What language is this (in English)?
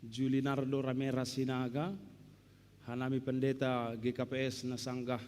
Batak Simalungun